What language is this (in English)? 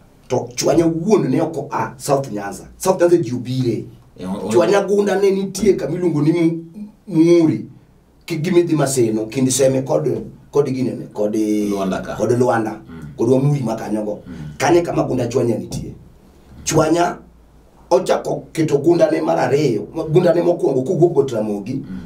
Luo (Kenya and Tanzania)